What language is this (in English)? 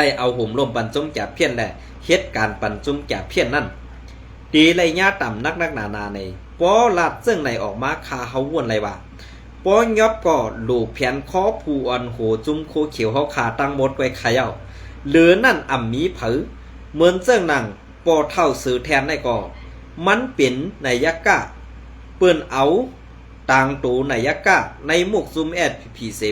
Shan